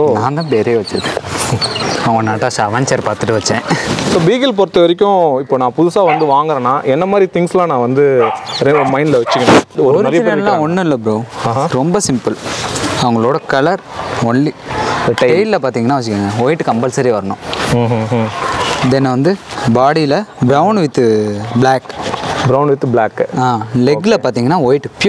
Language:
Tamil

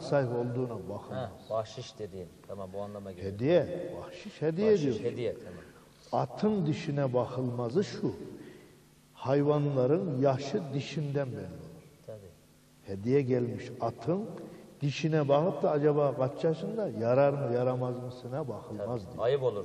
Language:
Turkish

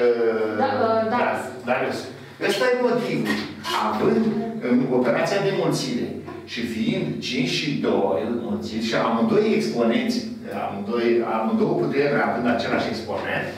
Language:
Romanian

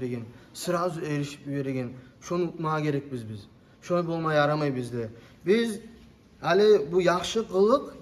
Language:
Kumyk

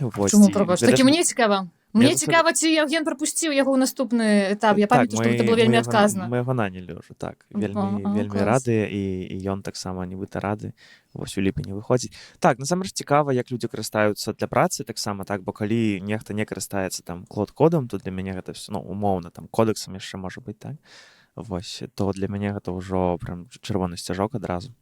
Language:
Belarusian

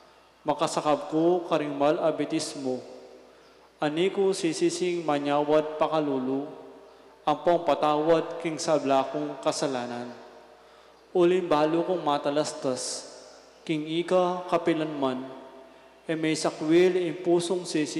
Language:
Pampanga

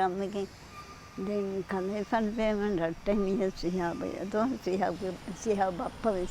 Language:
Divehi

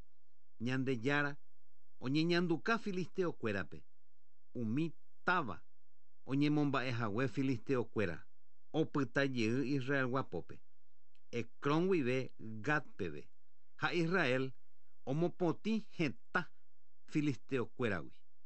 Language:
Guarani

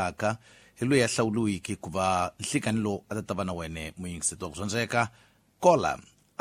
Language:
Tsonga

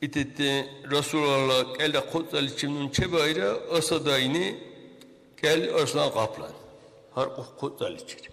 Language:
Dargwa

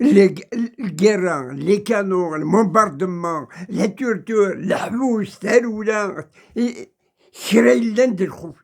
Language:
Kabyle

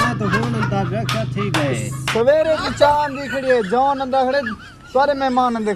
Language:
Saraiki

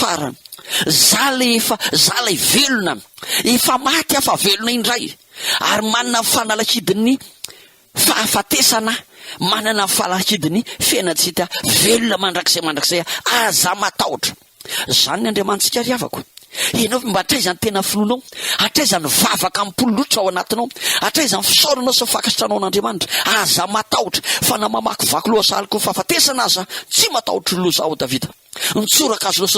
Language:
Malagasy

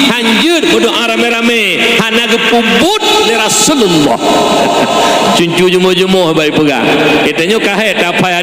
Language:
Achinese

